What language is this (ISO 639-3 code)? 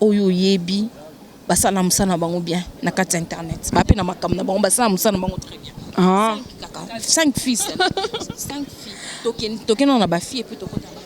lin